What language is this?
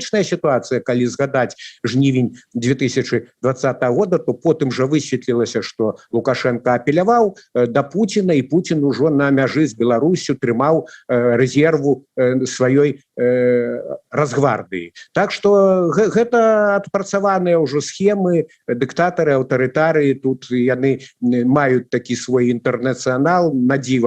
Belarusian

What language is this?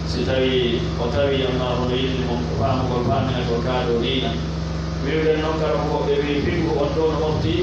Pular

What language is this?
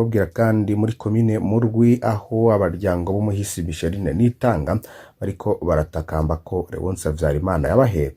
Rundi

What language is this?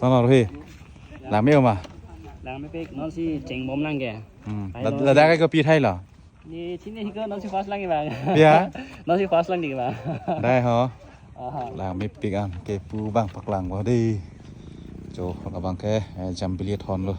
Karbi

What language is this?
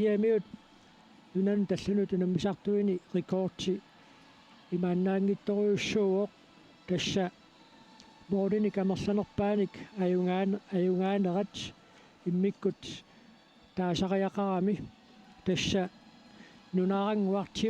Kalaallisut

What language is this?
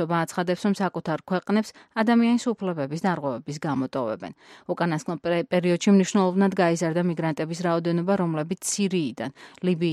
Georgian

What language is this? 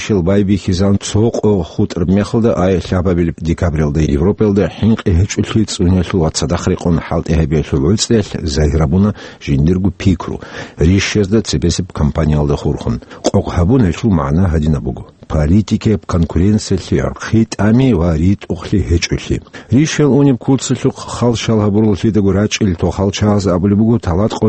Avaric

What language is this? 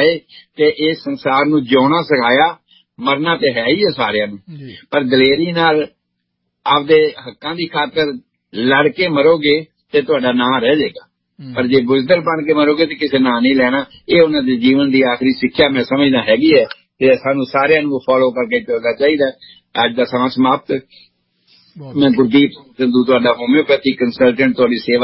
Punjabi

